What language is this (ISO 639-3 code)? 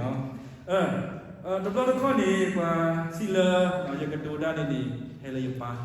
ksw